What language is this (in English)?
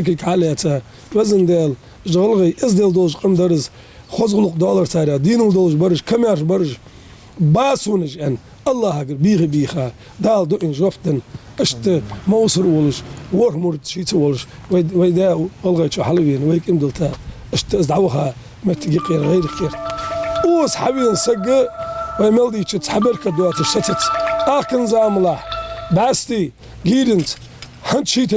Ingush